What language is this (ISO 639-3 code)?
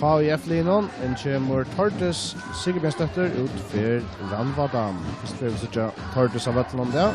fao